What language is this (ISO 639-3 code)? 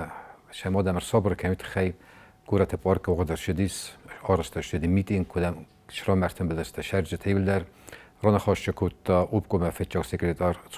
oss